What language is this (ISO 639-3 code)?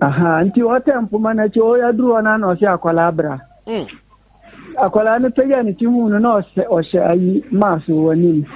aka